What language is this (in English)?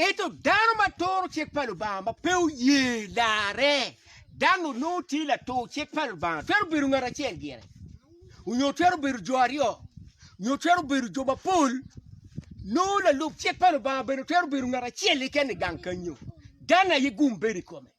Acoli